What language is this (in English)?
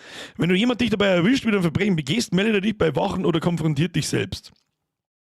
Bavarian